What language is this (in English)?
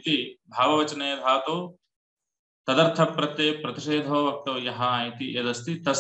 Sanskrit